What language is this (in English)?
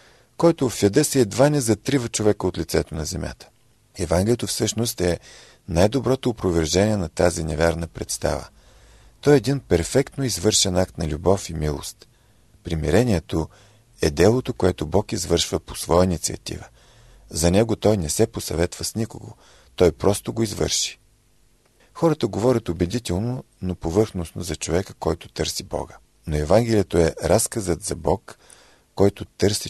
Bulgarian